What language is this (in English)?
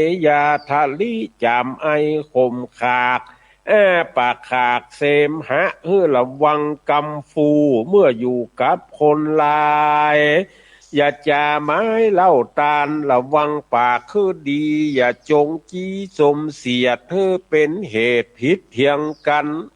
Northern Thai